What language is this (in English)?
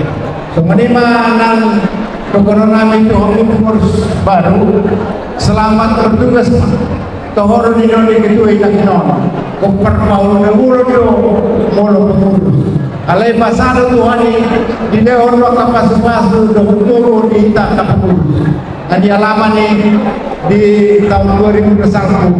Batak Toba